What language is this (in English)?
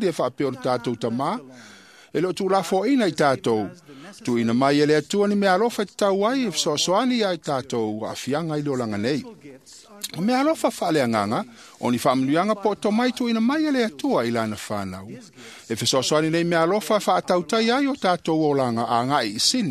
Samoan